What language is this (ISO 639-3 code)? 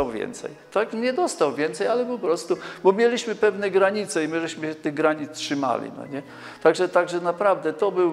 pol